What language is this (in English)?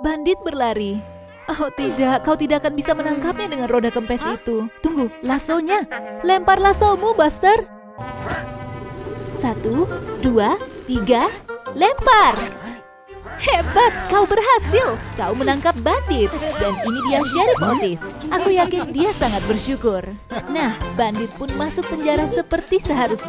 Indonesian